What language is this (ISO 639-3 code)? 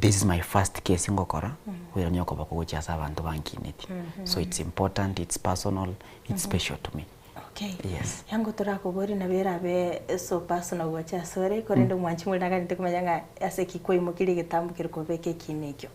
guz